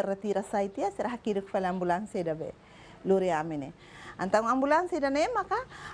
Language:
Tetum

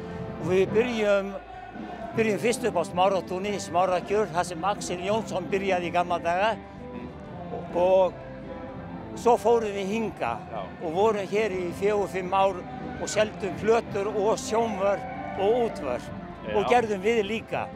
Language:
Icelandic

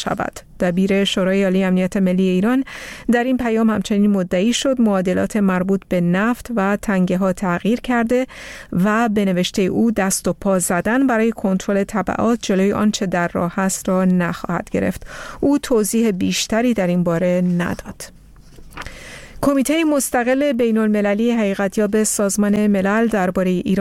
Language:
Persian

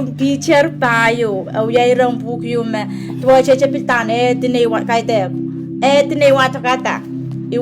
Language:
Pohnpeian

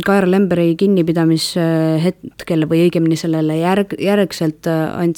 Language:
Estonian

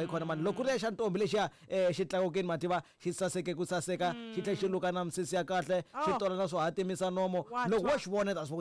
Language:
Tsonga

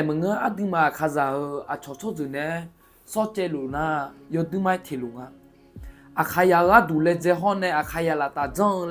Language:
Akha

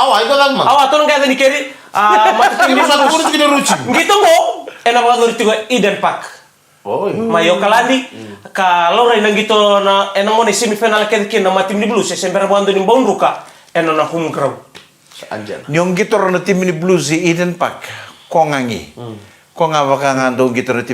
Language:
Fijian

